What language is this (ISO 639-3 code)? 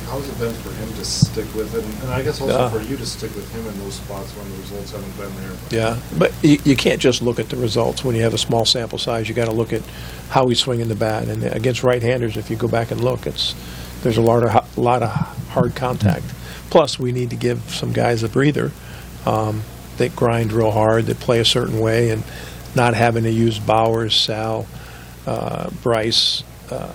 eng